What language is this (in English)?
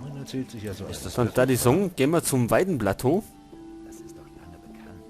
Bavarian